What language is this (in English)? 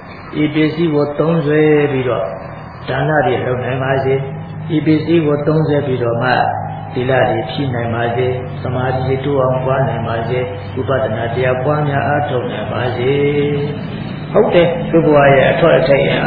Burmese